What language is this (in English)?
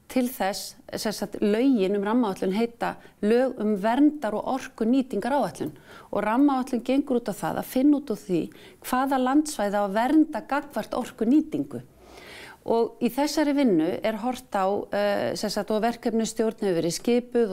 Icelandic